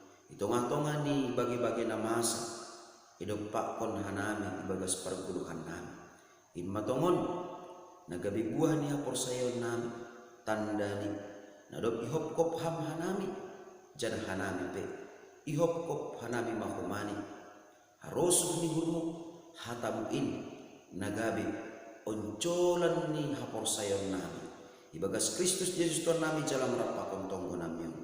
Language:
Batak Simalungun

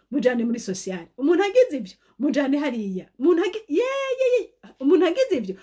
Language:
Rundi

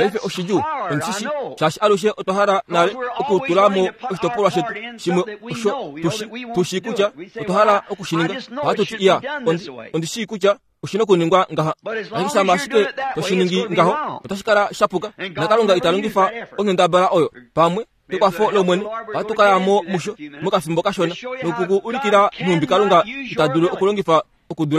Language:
Kuanyama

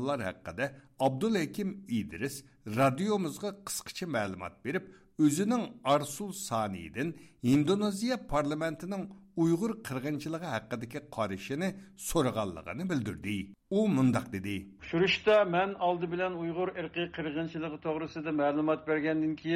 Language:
Uyghur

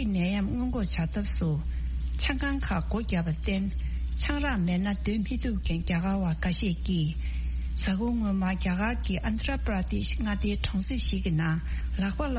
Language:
Tibetan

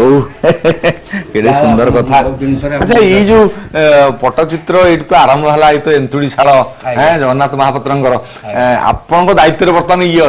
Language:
Odia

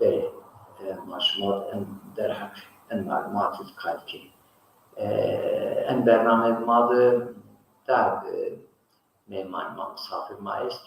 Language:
Zaza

